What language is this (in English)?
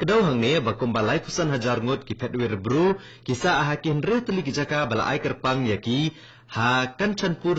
Khasi